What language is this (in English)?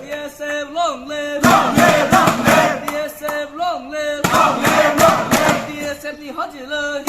Kok Borok